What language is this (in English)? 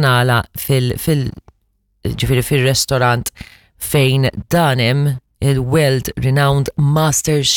Maltese